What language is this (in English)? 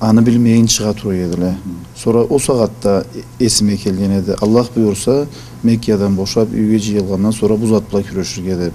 Karachay-Balkar